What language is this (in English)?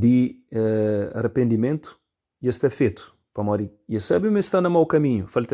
Kabuverdianu